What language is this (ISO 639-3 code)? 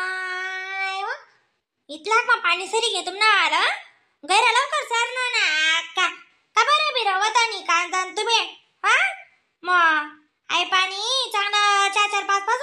khn